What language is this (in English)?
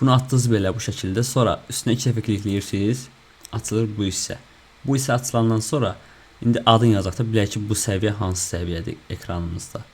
Azerbaijani